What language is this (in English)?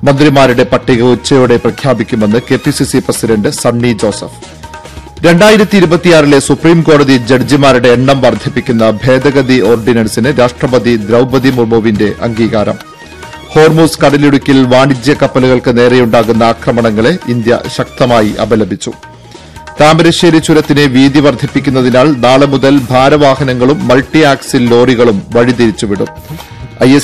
Malayalam